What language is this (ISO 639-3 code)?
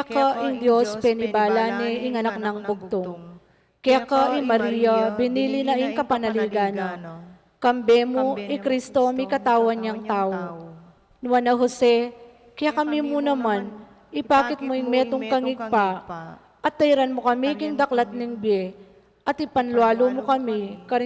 pam